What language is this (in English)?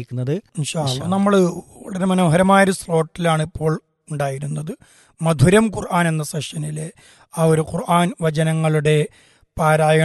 Malayalam